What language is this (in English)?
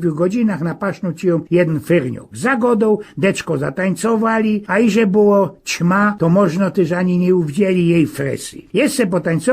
Silesian